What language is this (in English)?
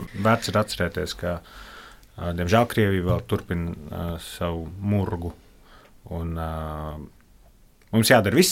Latvian